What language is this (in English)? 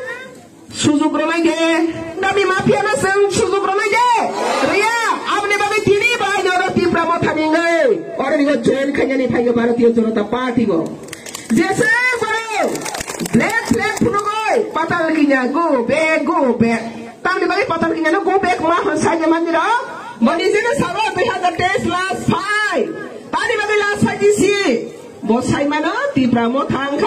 Riang (India)